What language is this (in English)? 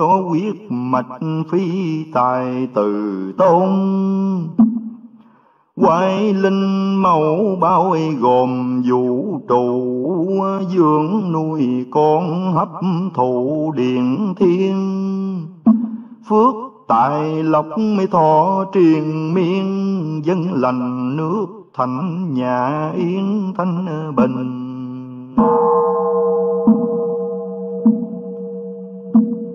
Vietnamese